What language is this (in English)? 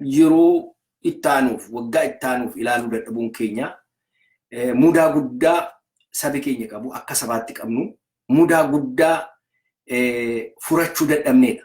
Oromo